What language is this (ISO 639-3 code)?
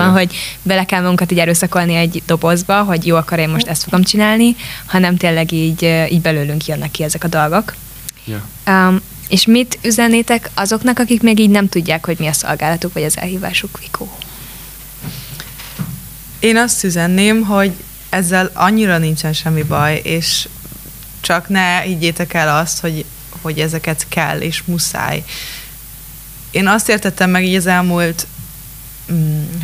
hun